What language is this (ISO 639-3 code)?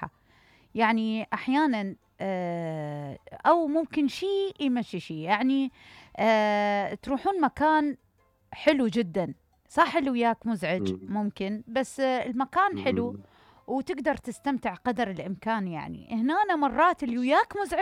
acm